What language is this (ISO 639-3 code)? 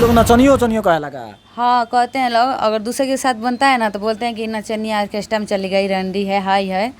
bho